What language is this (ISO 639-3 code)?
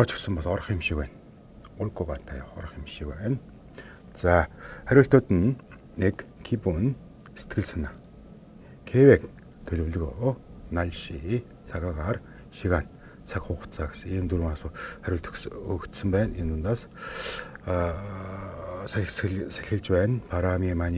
mon